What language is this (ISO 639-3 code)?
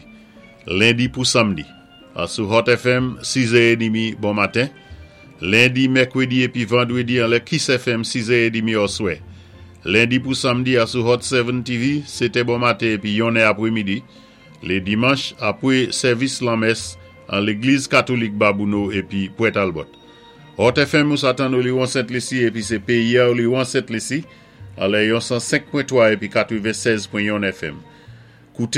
acf